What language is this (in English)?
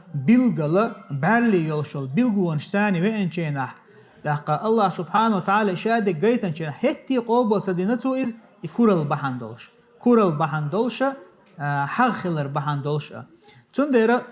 Chechen